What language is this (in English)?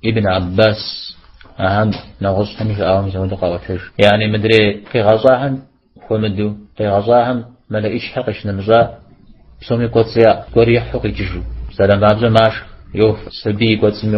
Kabardian